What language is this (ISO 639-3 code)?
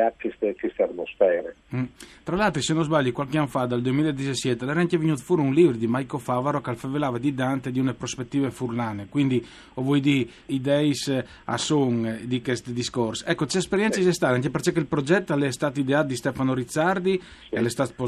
fur